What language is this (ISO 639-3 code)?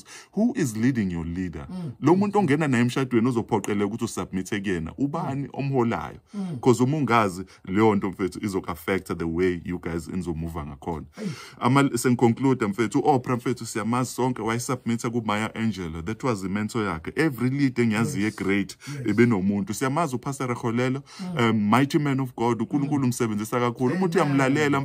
zul